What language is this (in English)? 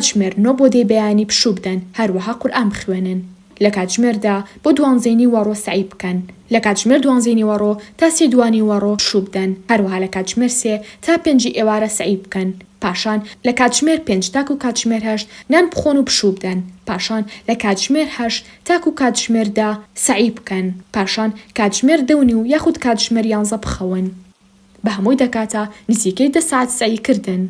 Central Kurdish